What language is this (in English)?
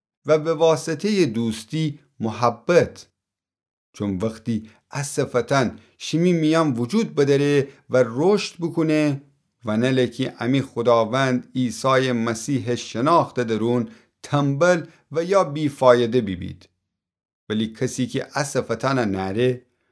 Gilaki